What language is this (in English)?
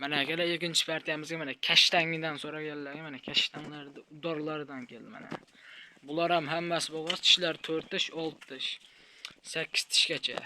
Uzbek